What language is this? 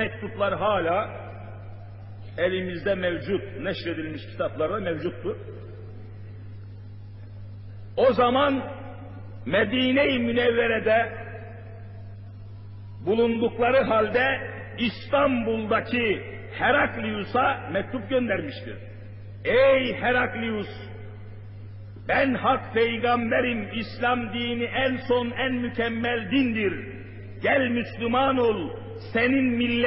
Turkish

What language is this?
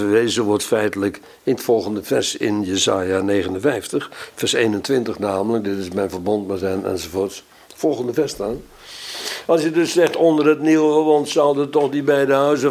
Dutch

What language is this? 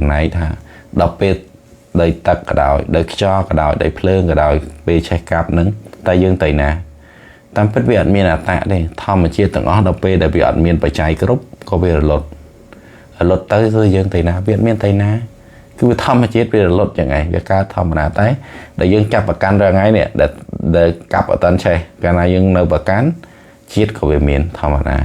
Khmer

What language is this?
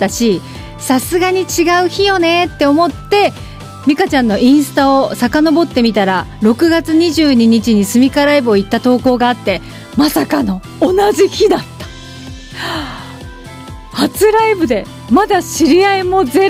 Japanese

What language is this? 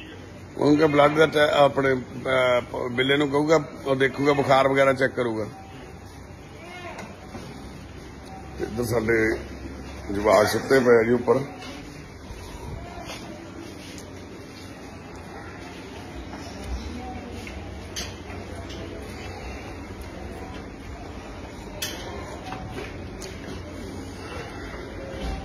Punjabi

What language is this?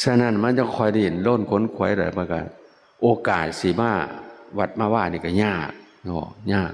Northeastern Thai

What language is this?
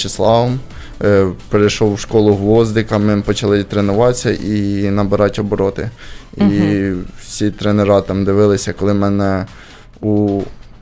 Ukrainian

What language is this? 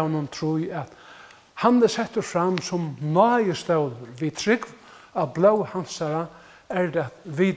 Faroese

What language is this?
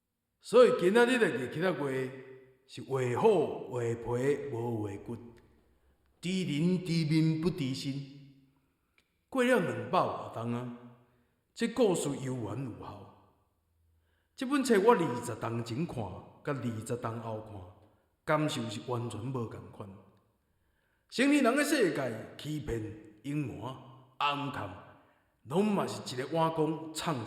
Min Nan Chinese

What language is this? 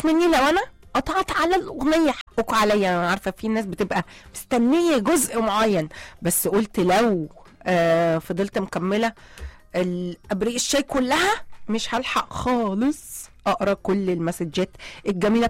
Egyptian Arabic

